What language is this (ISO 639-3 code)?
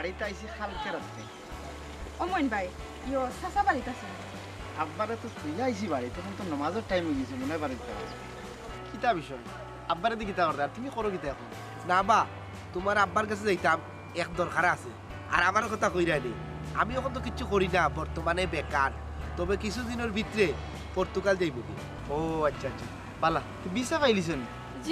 syl